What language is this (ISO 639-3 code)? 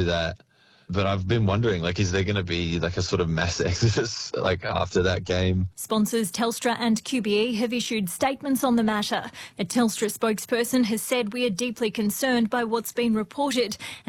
eng